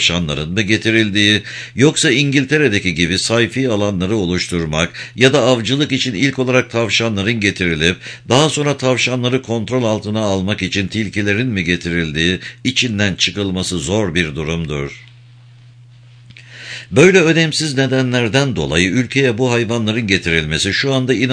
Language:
Turkish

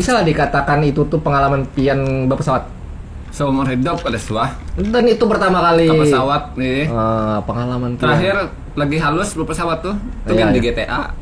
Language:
Banjar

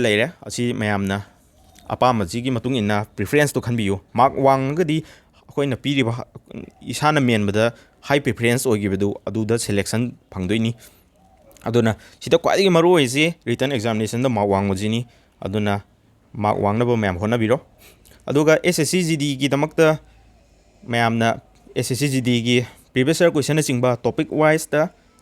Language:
Manipuri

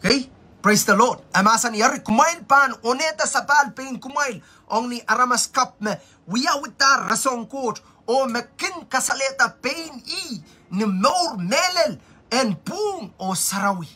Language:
Pohnpeian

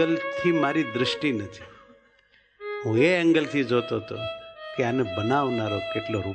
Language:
Gujarati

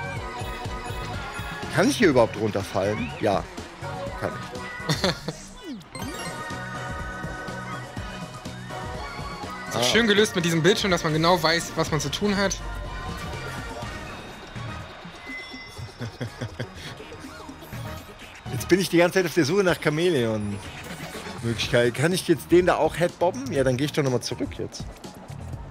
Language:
German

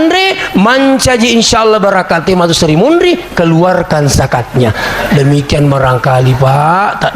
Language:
Buginese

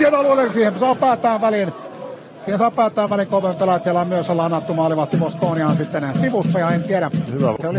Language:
Finnish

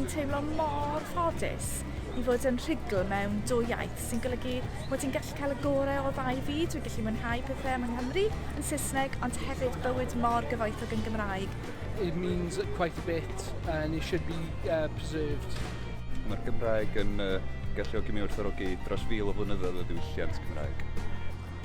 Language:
Welsh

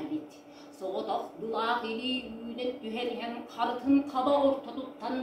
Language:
Yakut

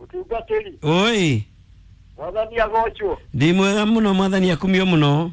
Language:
Kikuyu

